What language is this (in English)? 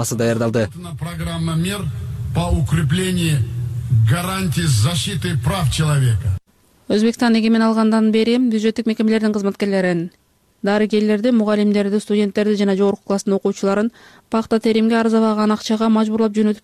Kyrgyz